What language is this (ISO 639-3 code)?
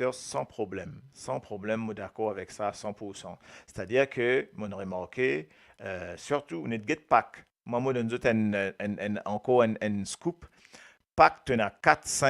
mfe